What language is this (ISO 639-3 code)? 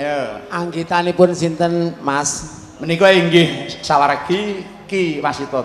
jav